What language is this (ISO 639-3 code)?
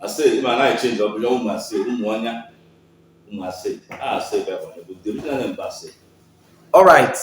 ibo